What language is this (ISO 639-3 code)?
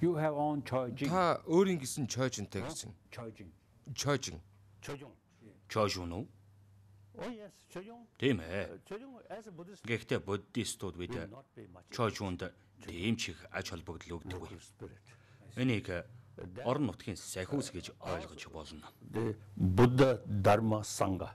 mon